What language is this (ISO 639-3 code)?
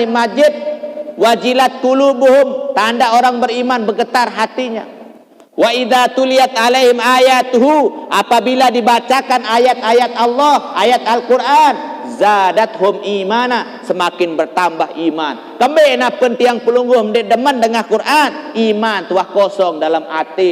sas